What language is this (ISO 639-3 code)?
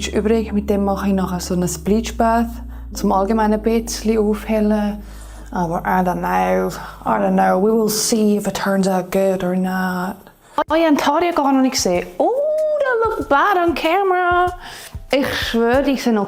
gsw